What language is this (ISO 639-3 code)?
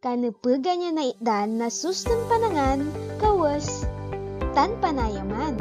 pag